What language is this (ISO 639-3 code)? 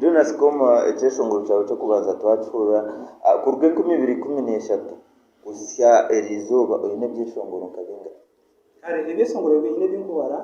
nyn